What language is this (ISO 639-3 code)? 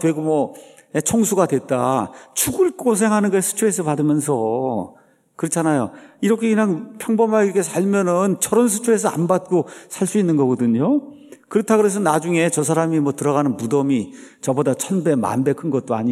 kor